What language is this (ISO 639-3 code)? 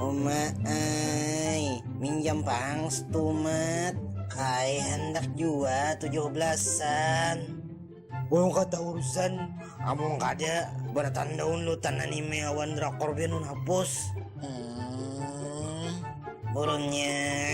bjn